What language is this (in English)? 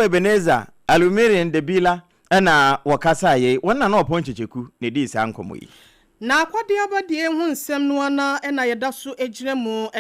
Akan